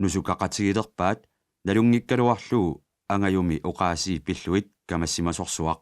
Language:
Kalaallisut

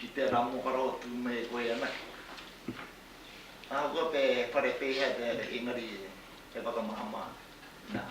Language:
Māori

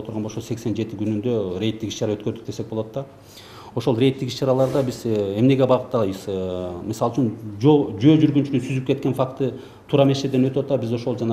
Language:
Kyrgyz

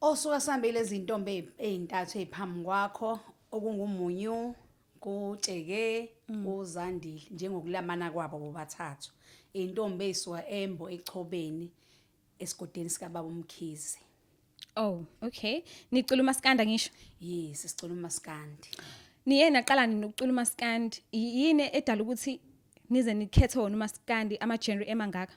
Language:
Zulu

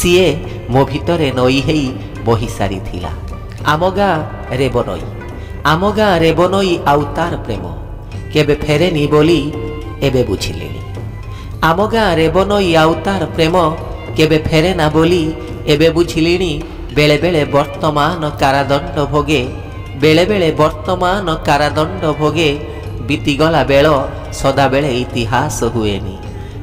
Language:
Odia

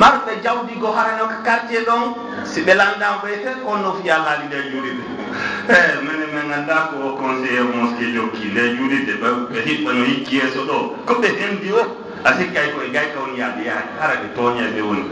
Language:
Fula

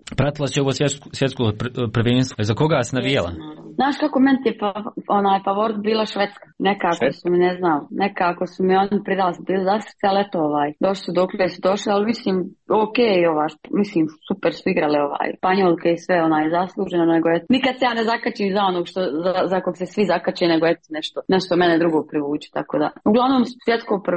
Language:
Croatian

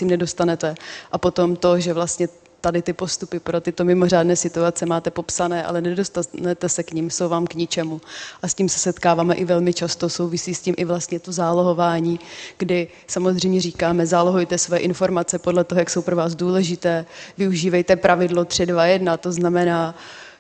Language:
Czech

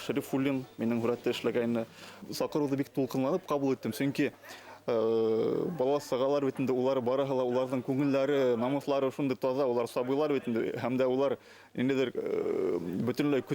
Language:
Bashkir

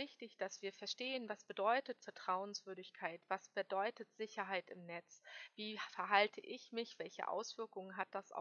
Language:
German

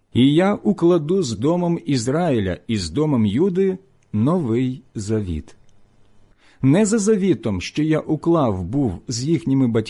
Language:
Ukrainian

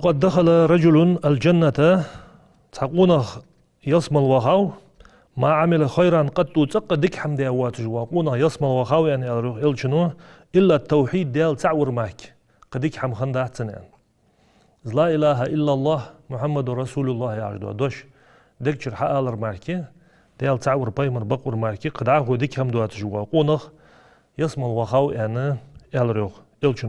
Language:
Ingush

